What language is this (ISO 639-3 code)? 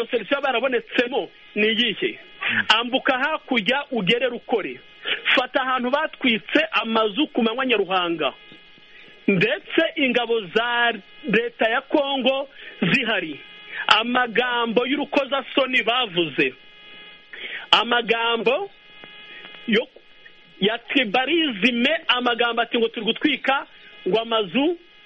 kin